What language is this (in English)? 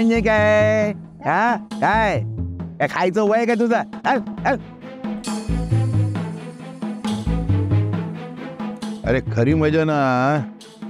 Marathi